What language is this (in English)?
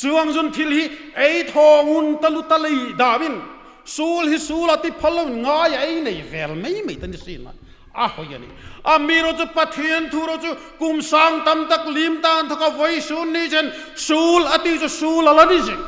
Hmar